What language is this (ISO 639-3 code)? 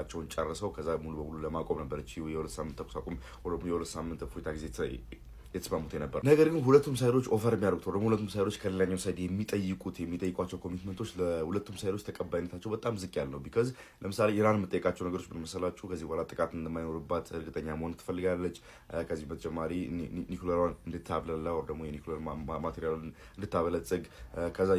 amh